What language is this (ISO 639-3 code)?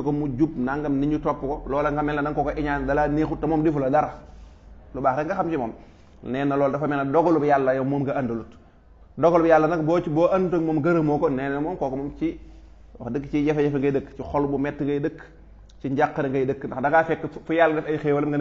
wol